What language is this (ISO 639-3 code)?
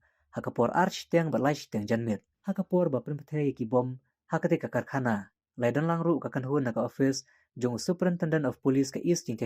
kha